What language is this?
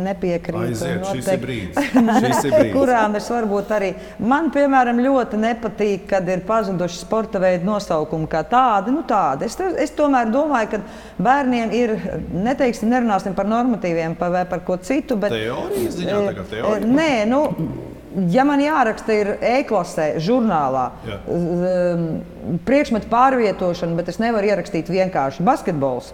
Latvian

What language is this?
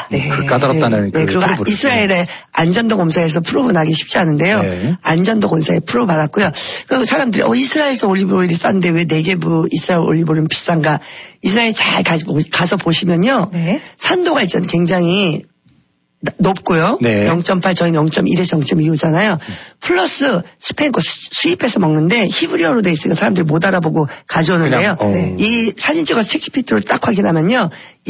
Korean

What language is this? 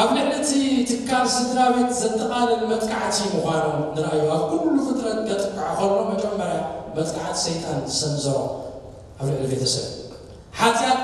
Tigrinya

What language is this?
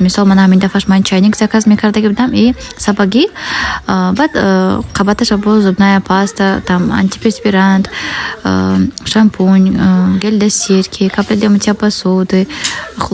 Tajik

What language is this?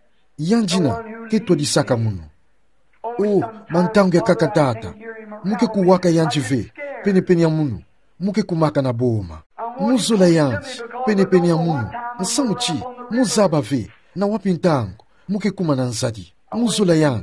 Kituba (Democratic Republic of Congo)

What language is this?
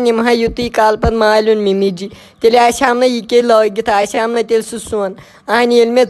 Kashmiri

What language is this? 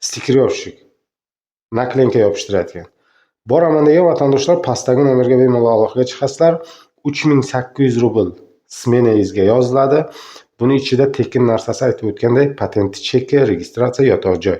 Uzbek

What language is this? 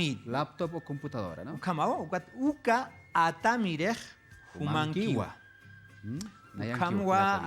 Aymara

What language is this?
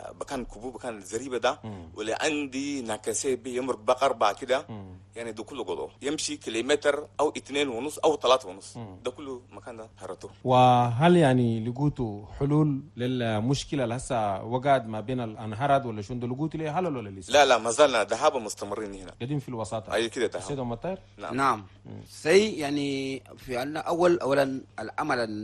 Chadian Arabic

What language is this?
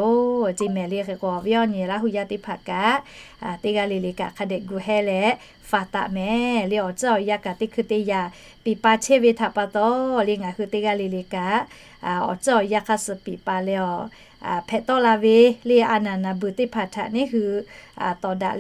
Lahu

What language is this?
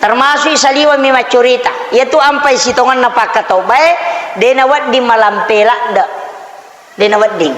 Buginese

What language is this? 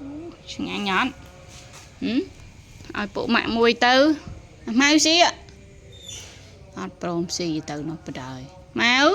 Khmer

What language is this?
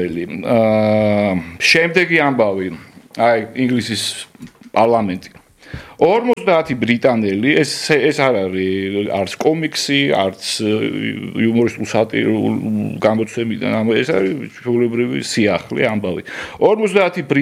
Georgian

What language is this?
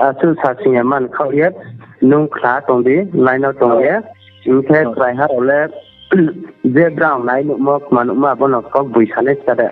Riang (India)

